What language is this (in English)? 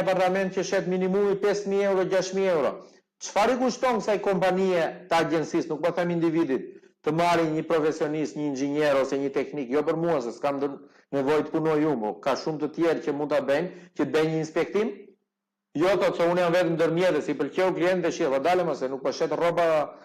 Albanian